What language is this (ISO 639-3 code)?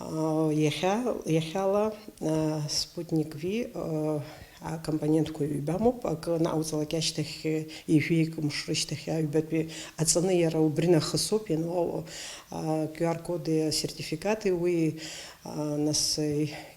abk